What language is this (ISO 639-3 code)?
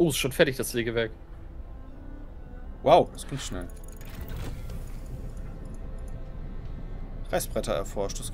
deu